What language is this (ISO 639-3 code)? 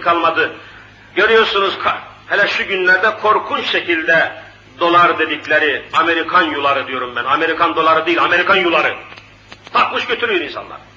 tur